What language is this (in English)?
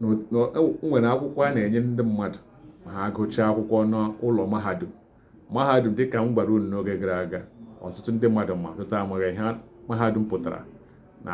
Igbo